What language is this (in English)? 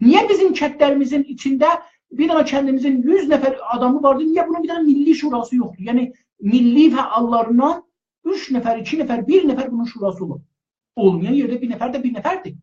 South Azerbaijani